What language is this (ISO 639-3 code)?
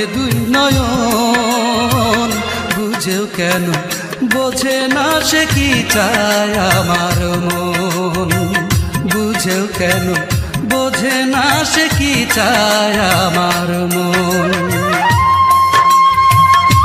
ben